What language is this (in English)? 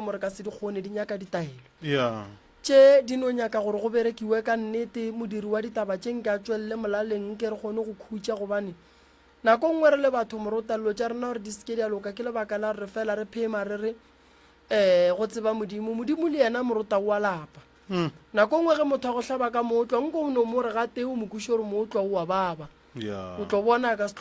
Northern Sotho